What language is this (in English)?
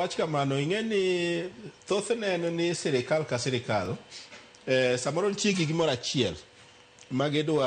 Luo (Kenya and Tanzania)